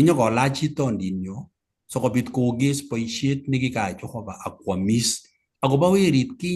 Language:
Kalenjin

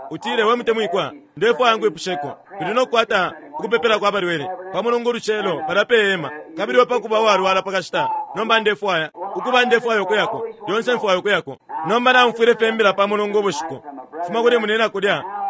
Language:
Bemba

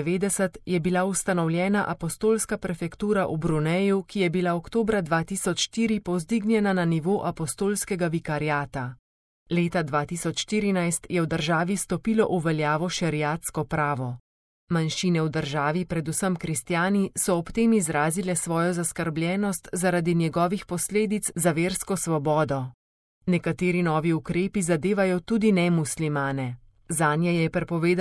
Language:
Slovenian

